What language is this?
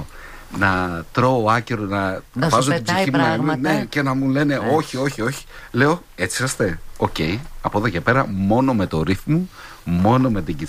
Greek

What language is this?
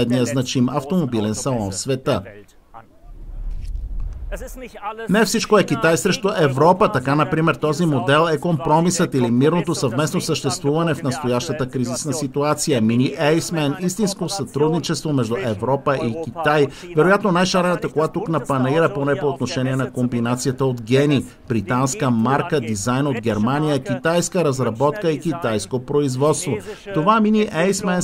Bulgarian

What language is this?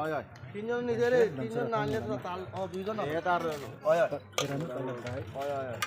Riang (India)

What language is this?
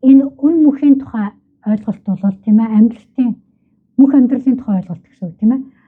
Mongolian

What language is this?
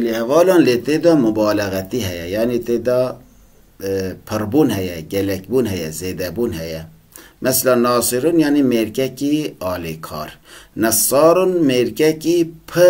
Kurdish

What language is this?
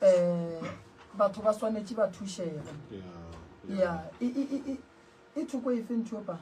Northern Sotho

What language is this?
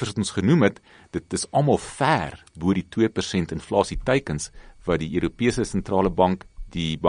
Afrikaans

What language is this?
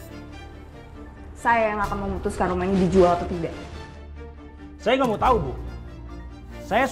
Indonesian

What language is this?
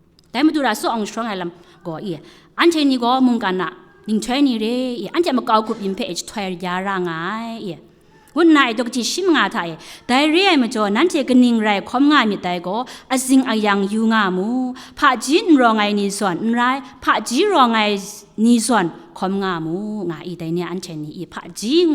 Kachin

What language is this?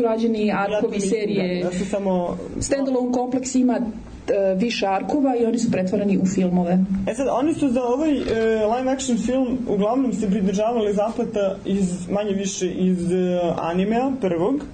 Serbian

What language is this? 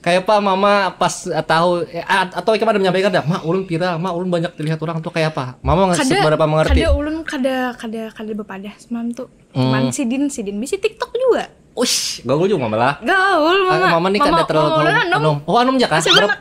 Banjar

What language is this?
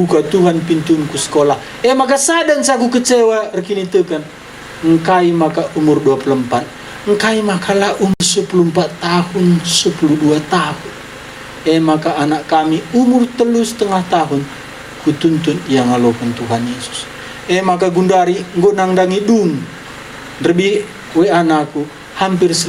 Batak Karo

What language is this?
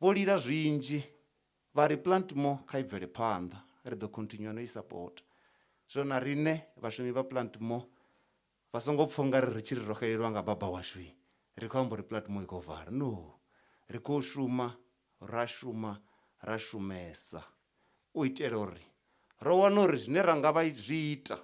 Venda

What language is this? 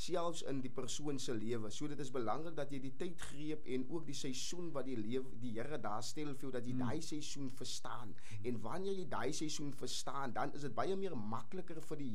Afrikaans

